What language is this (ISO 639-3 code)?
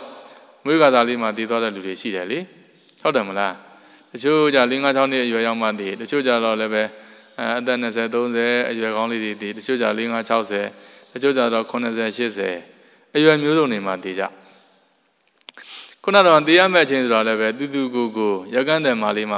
mya